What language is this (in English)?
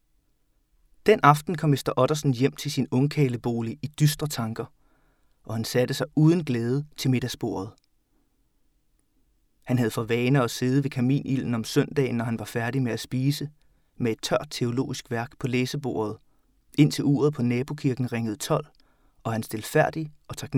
Danish